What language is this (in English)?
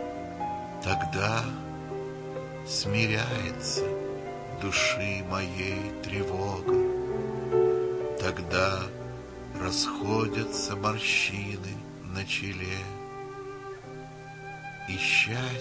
Russian